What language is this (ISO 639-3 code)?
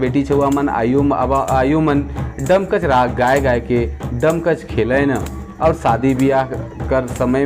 sck